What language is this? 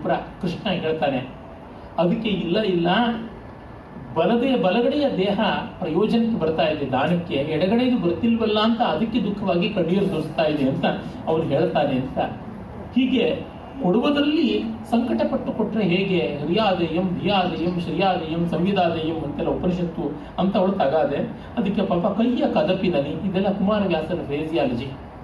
Kannada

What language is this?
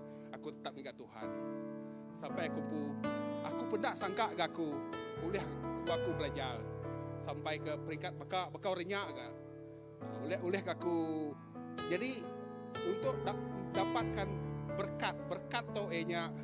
Iban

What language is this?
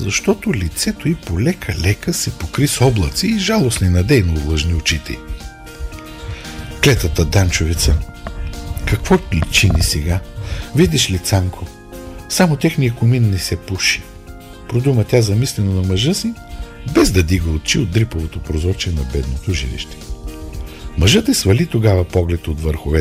Bulgarian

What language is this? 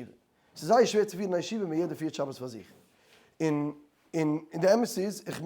Yiddish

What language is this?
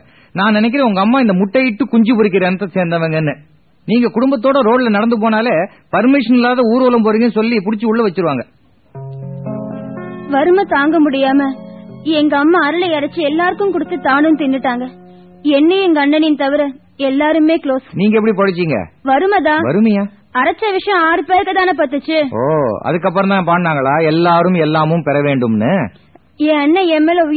Tamil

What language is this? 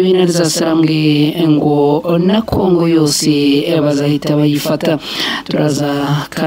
Kinyarwanda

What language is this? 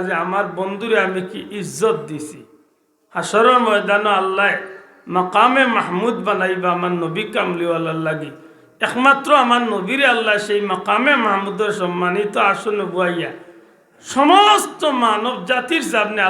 Sylheti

